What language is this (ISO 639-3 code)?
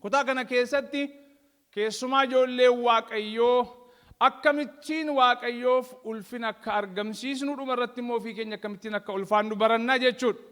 orm